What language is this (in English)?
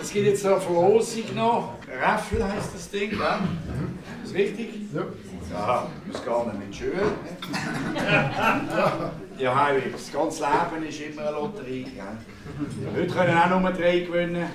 Swiss German